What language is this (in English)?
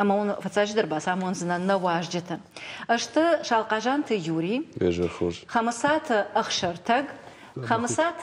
Ossetic